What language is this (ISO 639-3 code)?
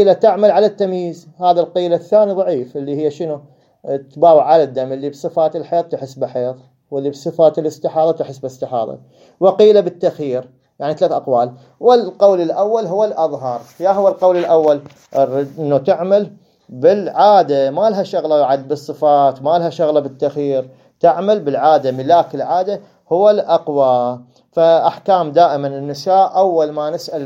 acm